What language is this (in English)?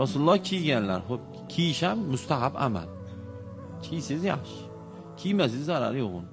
Uzbek